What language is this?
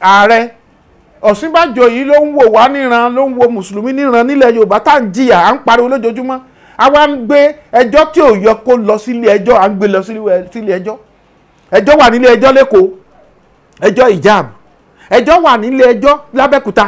Yoruba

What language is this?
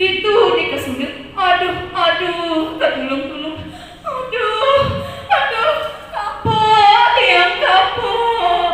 Balinese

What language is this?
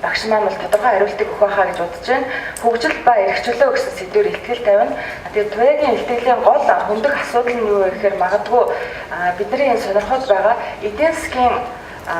Mongolian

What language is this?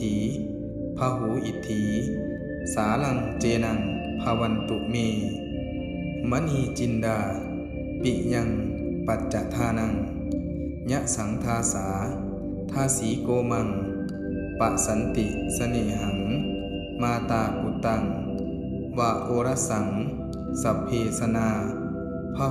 Pali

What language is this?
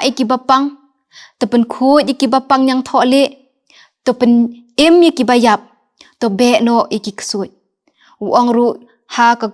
Khasi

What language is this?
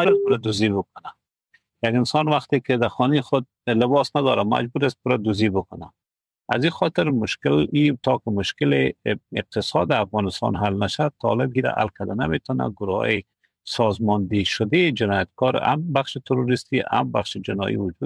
Persian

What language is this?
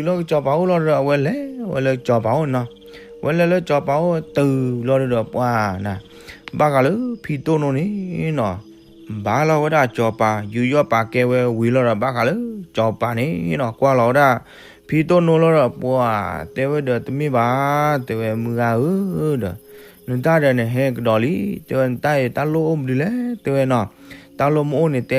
S'gaw Karen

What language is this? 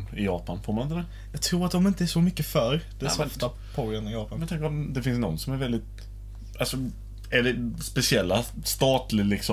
Swedish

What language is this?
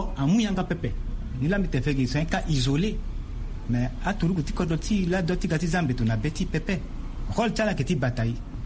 Sango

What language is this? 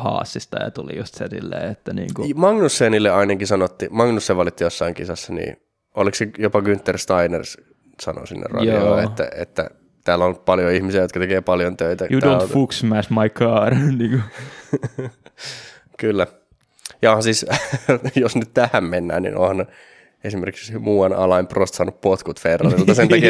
Finnish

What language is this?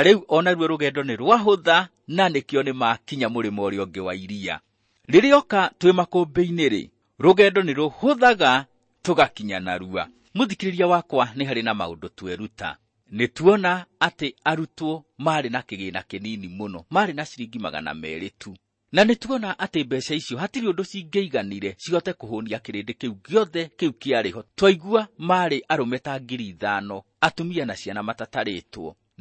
Kikuyu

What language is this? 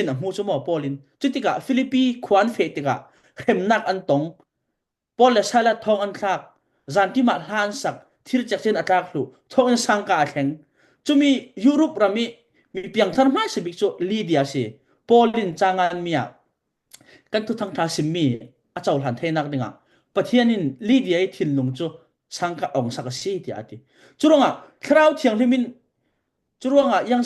Falam Chin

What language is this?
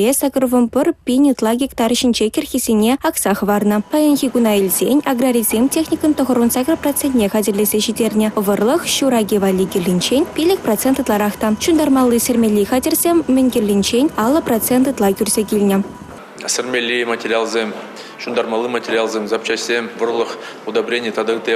Chuvash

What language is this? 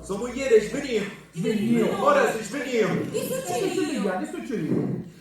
Sicilian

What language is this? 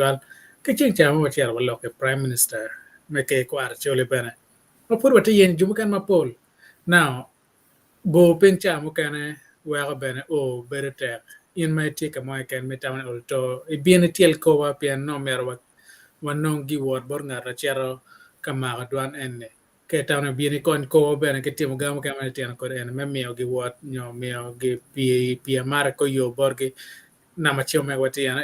Acoli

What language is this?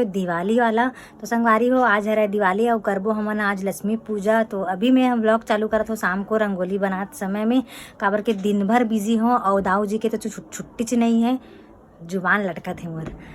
Chhattisgarhi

